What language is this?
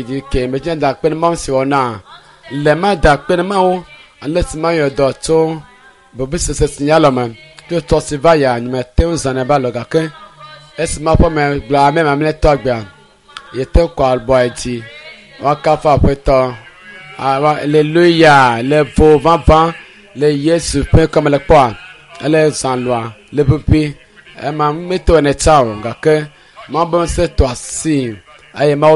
Ewe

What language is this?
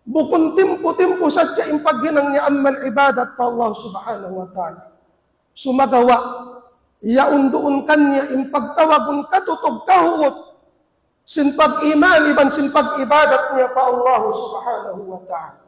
Tausug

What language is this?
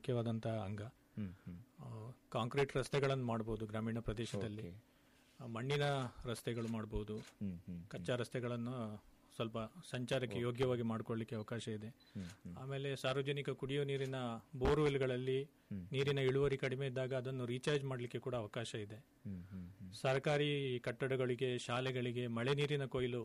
Kannada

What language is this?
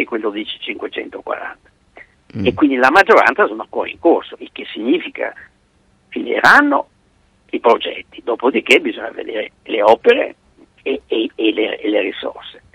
Italian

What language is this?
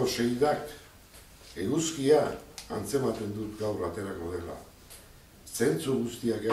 Basque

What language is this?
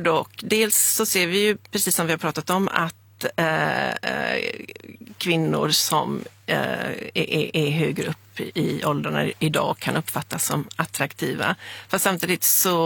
Swedish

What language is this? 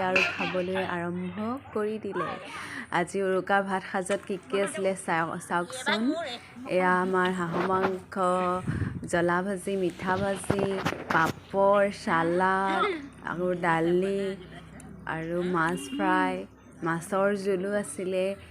Assamese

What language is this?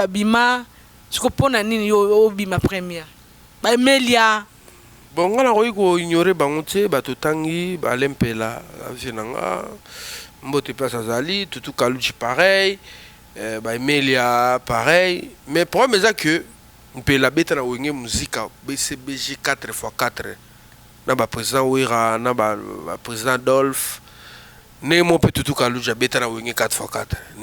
Lingala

